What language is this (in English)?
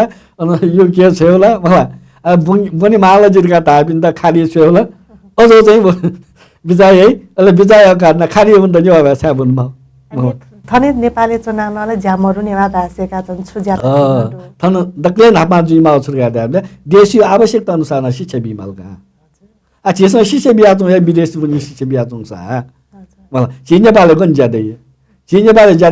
Newari